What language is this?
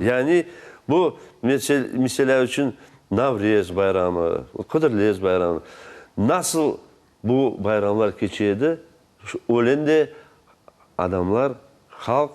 Crimean Tatar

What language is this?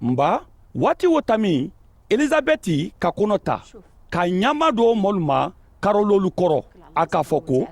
Mandingo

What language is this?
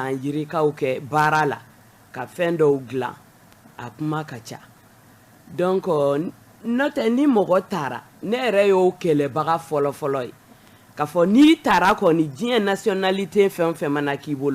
Bambara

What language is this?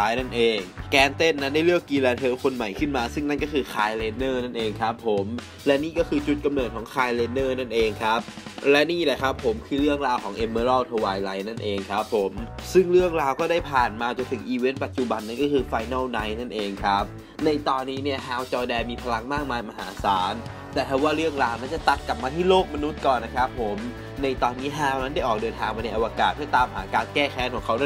Thai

